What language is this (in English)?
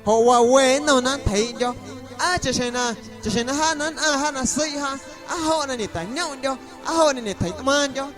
Guerrero Amuzgo